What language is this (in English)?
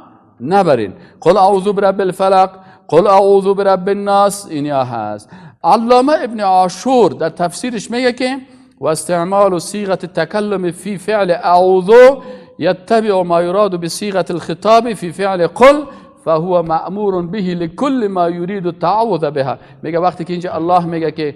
Persian